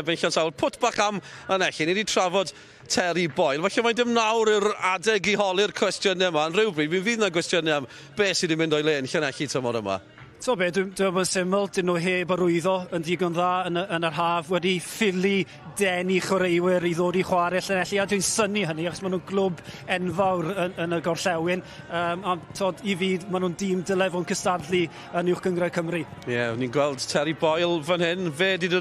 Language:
Welsh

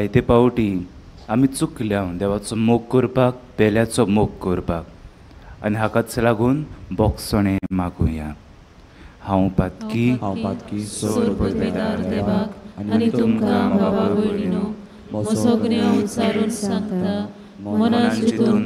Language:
Konkani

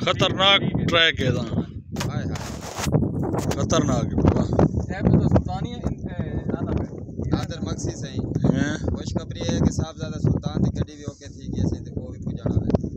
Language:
Saraiki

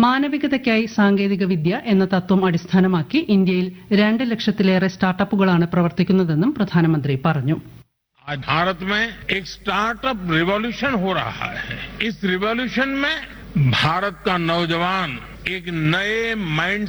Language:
Malayalam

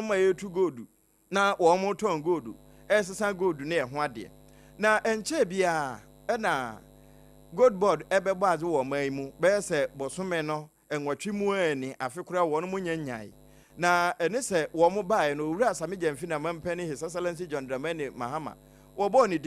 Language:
Akan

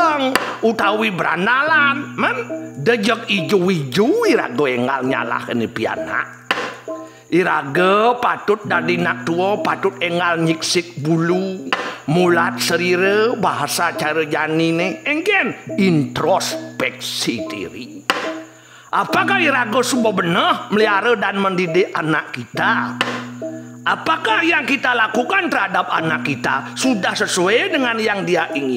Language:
Balinese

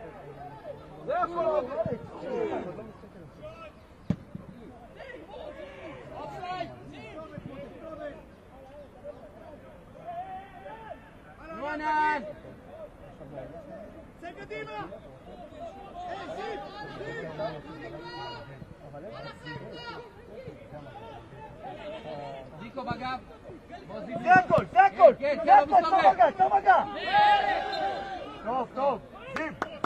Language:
Hebrew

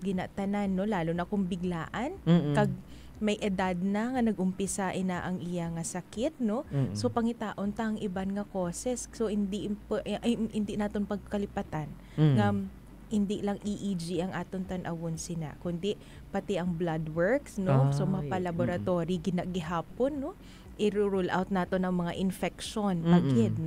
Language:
Hiligaynon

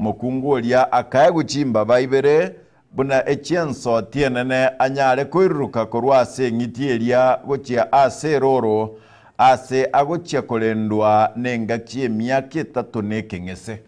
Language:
Gusii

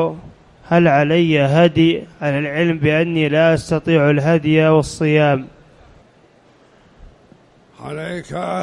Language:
Arabic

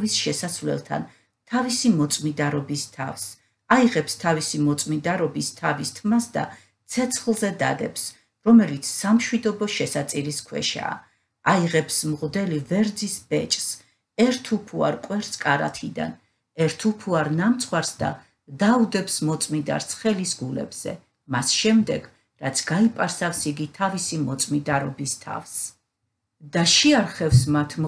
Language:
Georgian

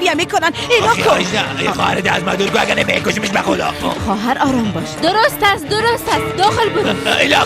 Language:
Persian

